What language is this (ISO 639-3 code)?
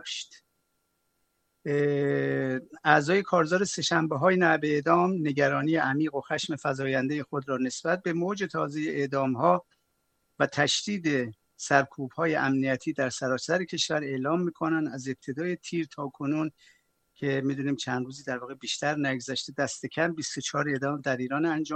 fas